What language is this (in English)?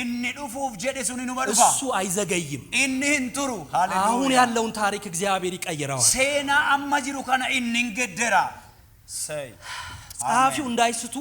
Amharic